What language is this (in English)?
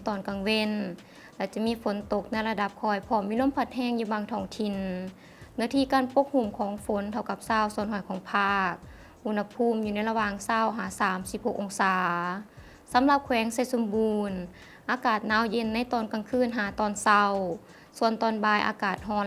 Lao